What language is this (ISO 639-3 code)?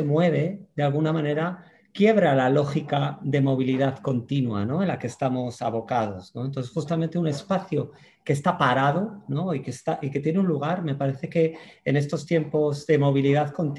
spa